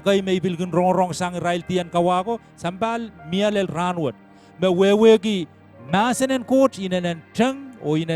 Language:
Pohnpeian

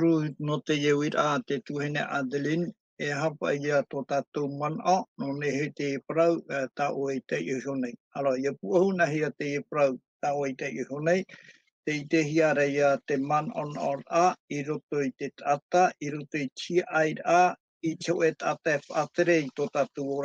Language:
Tahitian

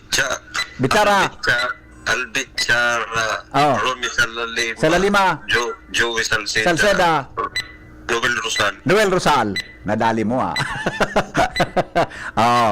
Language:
Bikol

